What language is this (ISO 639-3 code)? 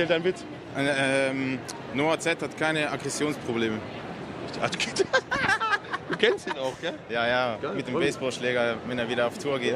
gsw